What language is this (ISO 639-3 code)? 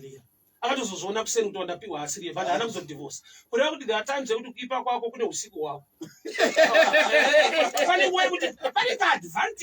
sna